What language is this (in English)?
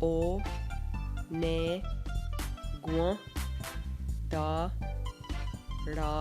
Mohawk